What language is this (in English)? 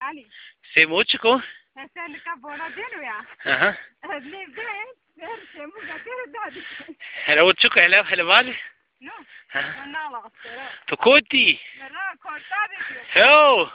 Zaza